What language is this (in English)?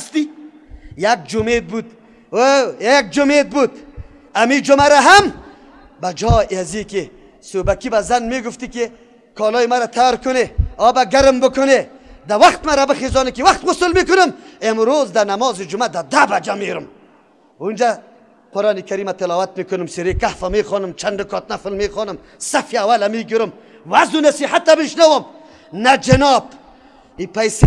Persian